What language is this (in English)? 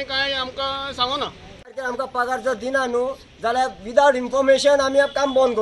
Konkani